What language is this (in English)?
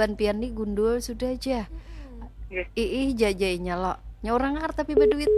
Banjar